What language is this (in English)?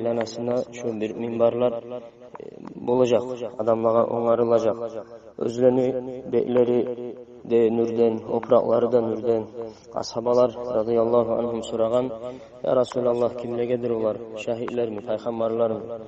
Kumyk